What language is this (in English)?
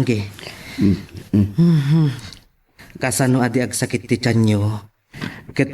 Iloko